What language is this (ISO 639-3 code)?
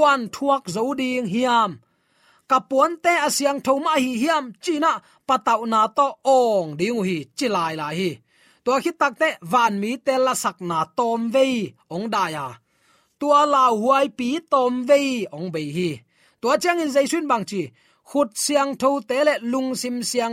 ctd